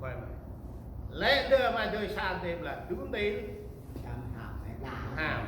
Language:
Central Mnong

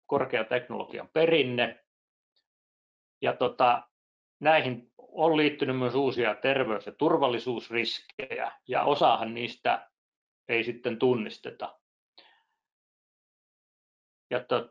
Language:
Finnish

